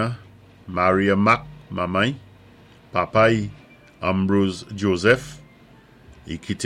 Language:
Saint Lucian Creole French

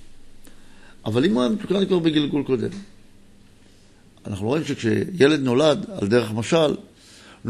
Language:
Hebrew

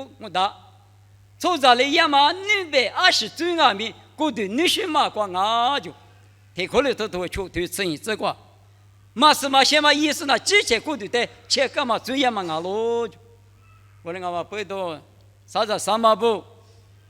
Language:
Lisu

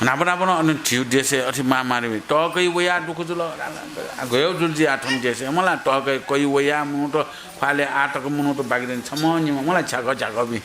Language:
Newari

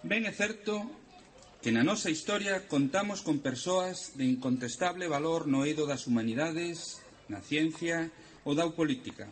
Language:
Galician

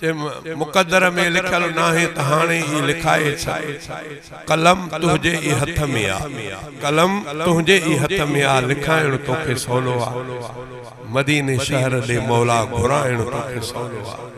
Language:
Sindhi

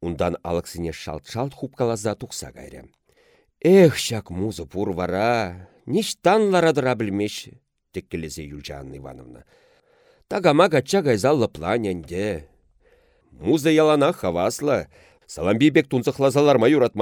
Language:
Chuvash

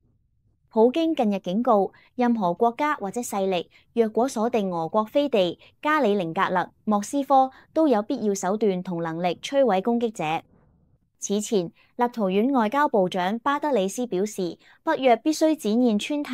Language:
Cantonese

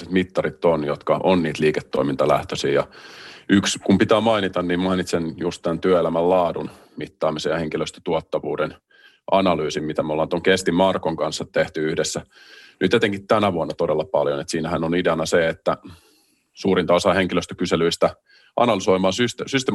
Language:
Finnish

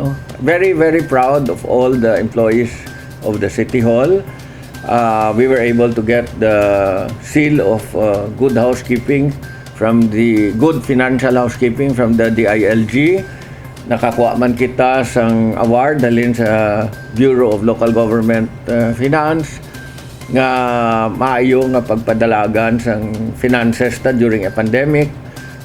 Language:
Hiligaynon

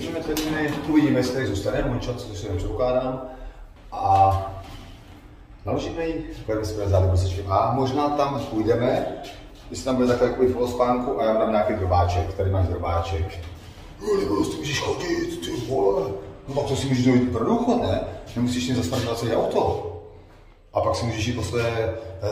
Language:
Czech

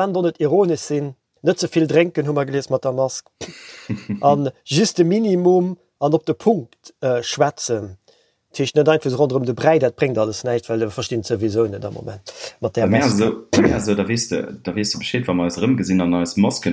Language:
Luxembourgish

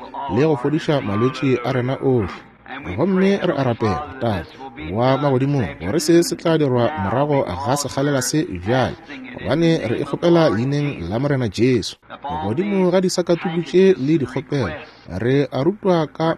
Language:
Northern Sotho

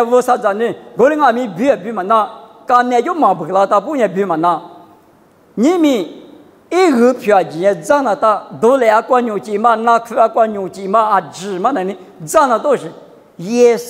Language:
Lisu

